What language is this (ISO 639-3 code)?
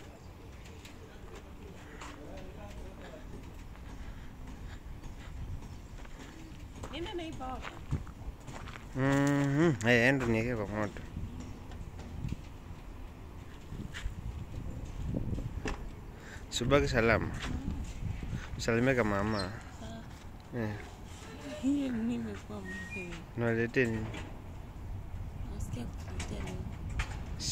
swa